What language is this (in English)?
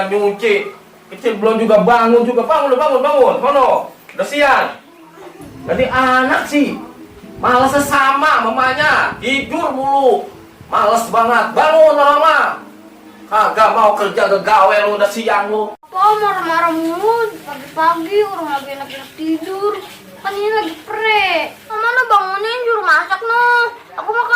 Betawi